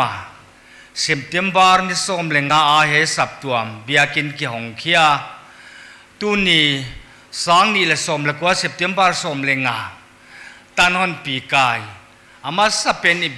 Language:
Paite Chin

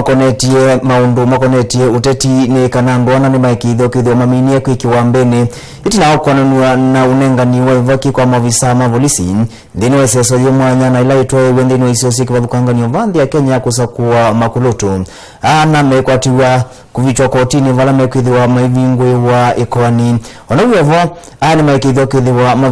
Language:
Kamba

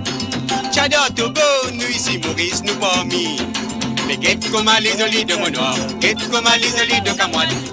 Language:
Morisyen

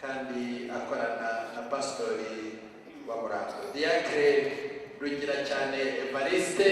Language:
Kinyarwanda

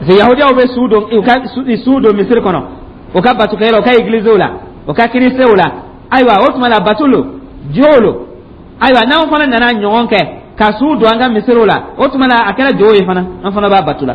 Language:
Dyula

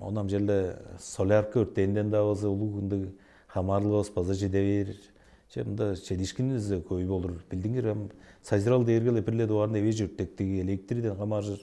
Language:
Tuvinian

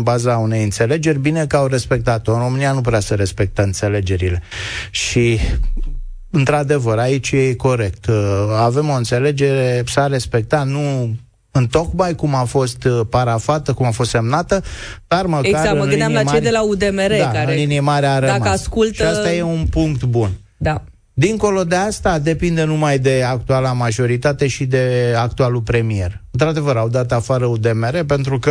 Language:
Romanian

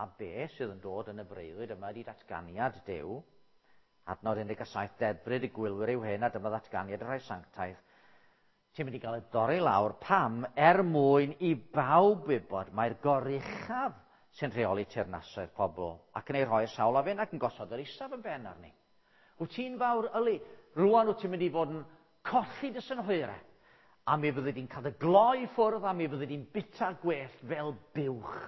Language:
Welsh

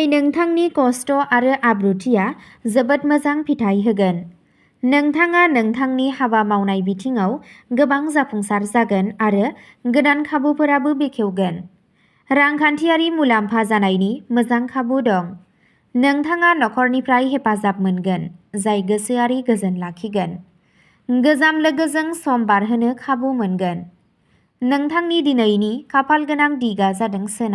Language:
Bodo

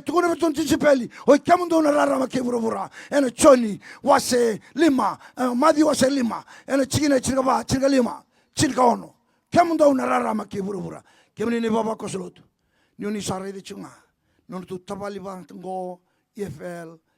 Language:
Fijian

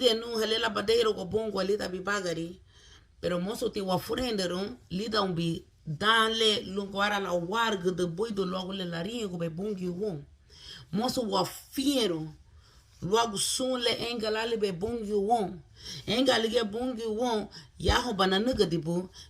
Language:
Garifuna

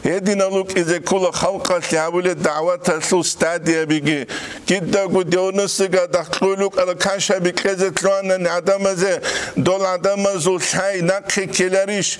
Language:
Avaric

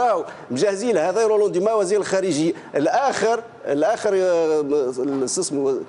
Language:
Tunisian Arabic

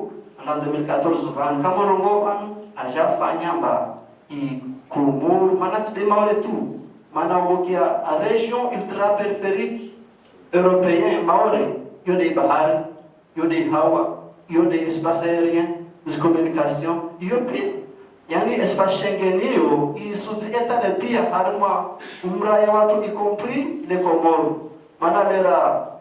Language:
Ngazidja Comorian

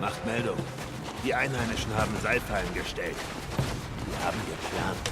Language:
Swiss German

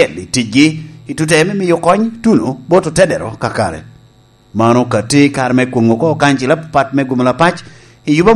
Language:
Lango (Uganda)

